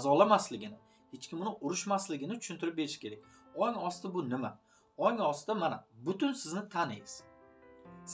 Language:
Uzbek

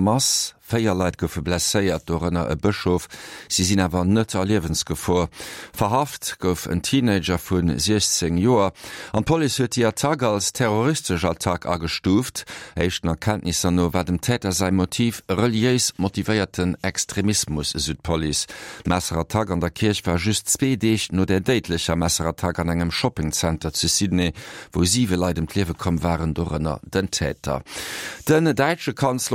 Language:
Luxembourgish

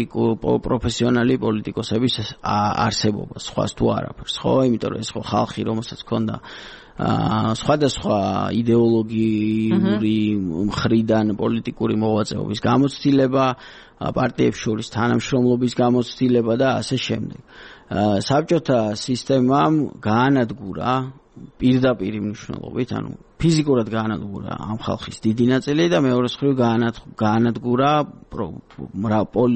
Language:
Georgian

